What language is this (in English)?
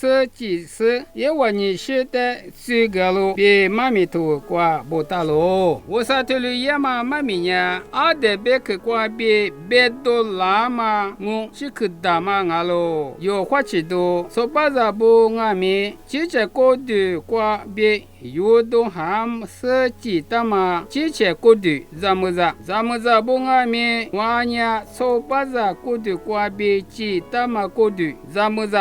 Lisu